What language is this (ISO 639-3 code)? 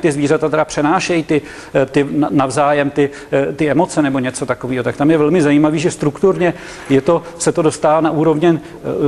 ces